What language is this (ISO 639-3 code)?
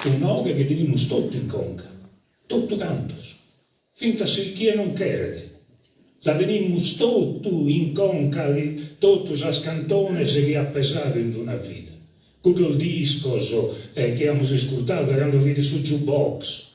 srd